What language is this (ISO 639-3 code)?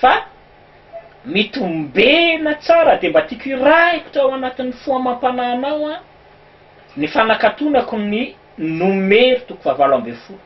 mlg